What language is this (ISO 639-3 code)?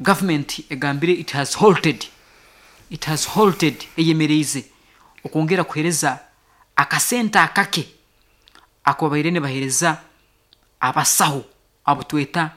nyo